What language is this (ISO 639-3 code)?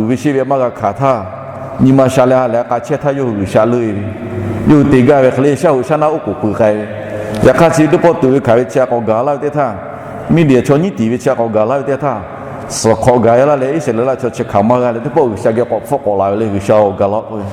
lhu